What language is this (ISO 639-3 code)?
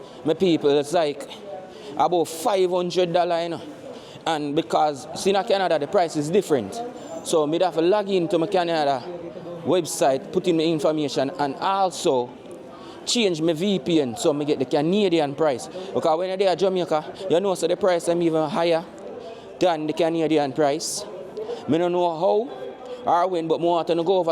jam